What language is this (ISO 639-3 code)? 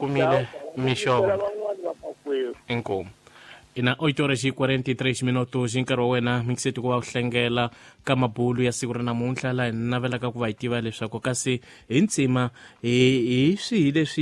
tso